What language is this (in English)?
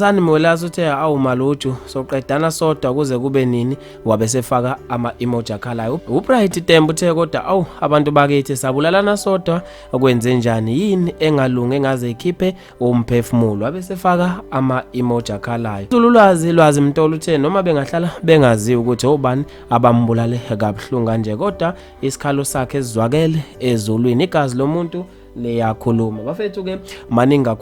Zulu